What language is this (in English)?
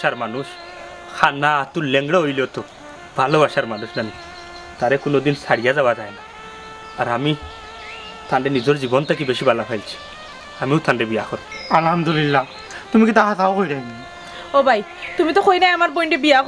Sylheti